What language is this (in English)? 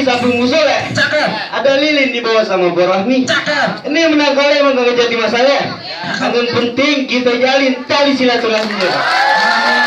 Betawi